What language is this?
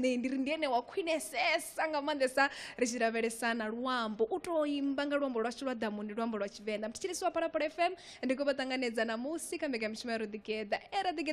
Venda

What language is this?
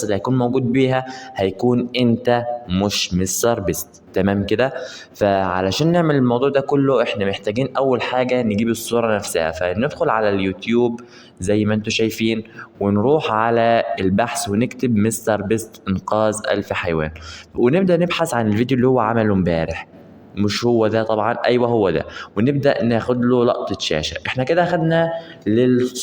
Egyptian Arabic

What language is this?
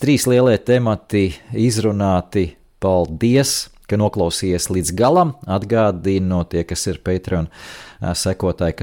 Latvian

